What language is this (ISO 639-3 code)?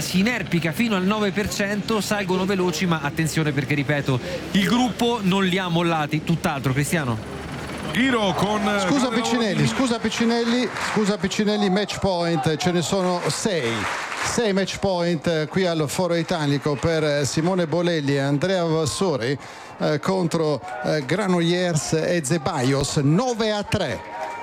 ita